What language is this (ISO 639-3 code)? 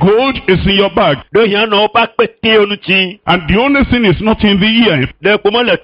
ewe